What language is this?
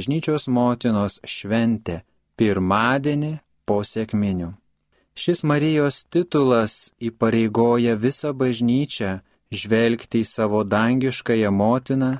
Lithuanian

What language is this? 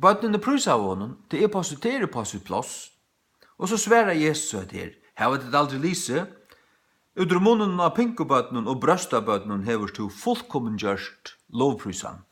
Faroese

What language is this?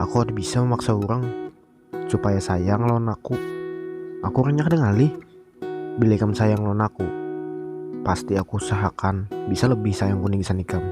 Banjar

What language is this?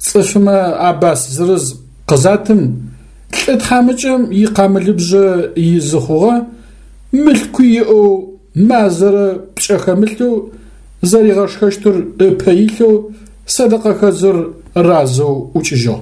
Adyghe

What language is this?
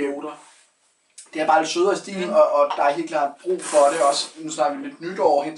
Danish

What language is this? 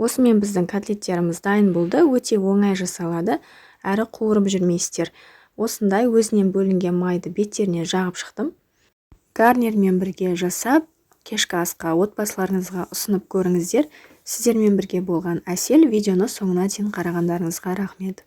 Kazakh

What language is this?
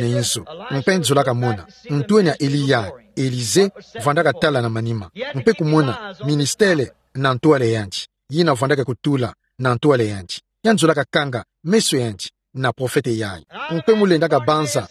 Kituba (Democratic Republic of Congo)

